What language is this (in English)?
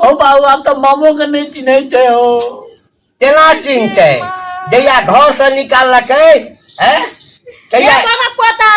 Maithili